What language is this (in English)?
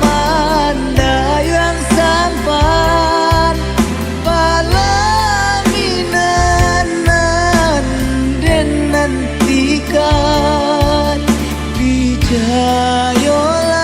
Minangkabau